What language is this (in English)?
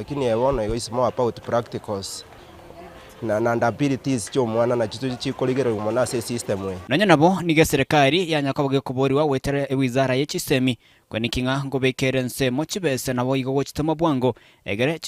Gusii